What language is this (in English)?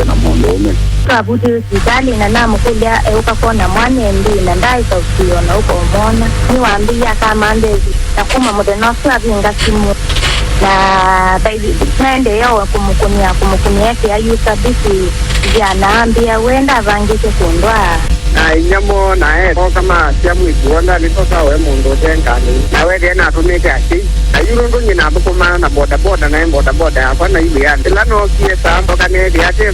Kamba